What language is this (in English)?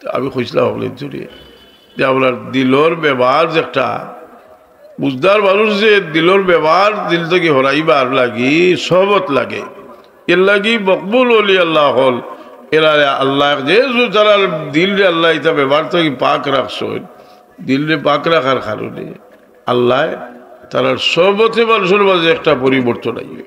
Sylheti